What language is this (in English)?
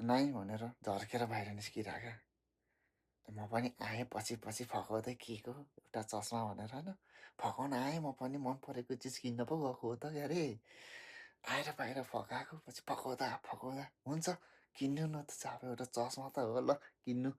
Nepali